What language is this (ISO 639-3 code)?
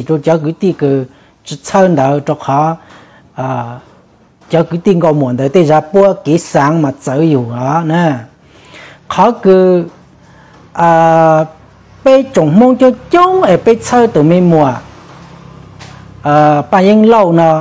vie